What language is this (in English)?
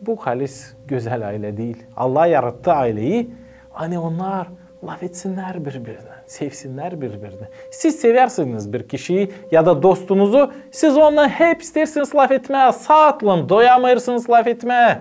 Gagauz